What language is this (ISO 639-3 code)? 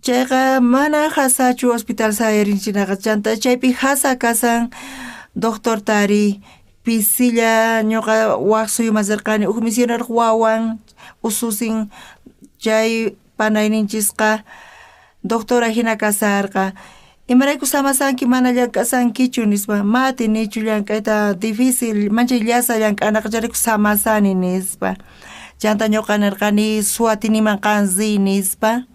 quh